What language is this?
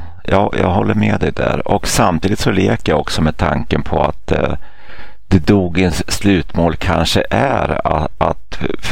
Swedish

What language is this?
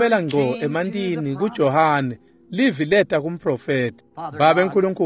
Swati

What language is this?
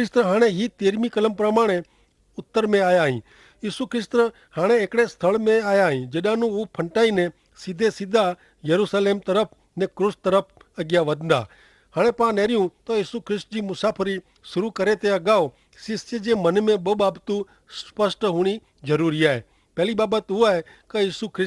Kachhi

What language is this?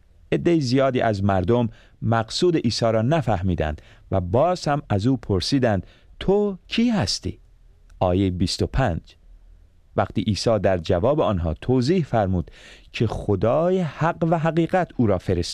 Persian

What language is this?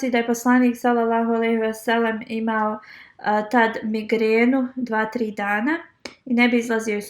Bosnian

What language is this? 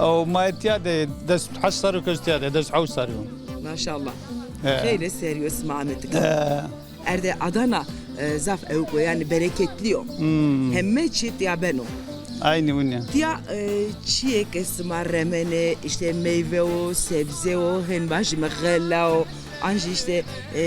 Zaza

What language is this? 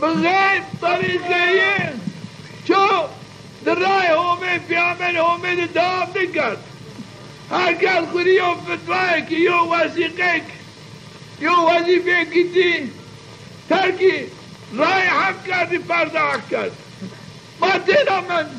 Zaza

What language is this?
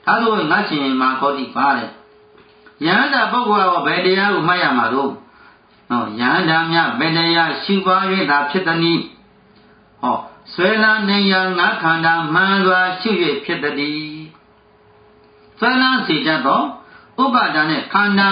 Burmese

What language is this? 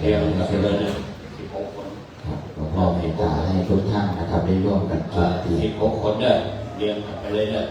Pali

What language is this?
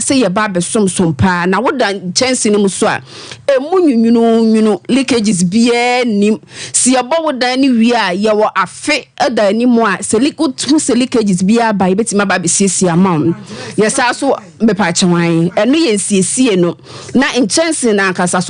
Akan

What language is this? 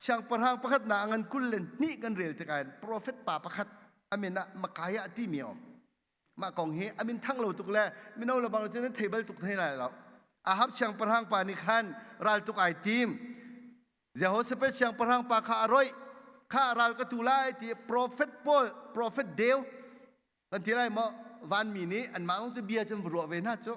Hakha Chin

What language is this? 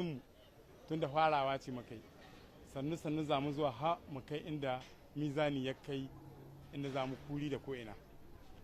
Hausa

